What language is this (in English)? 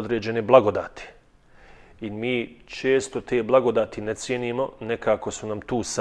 Bosnian